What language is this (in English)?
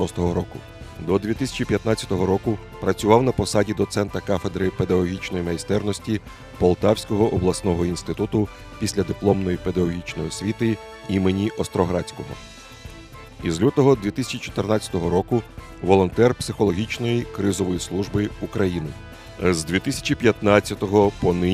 Ukrainian